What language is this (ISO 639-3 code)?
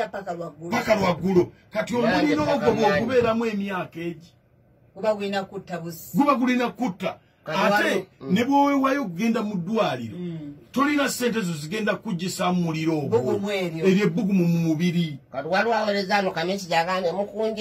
lug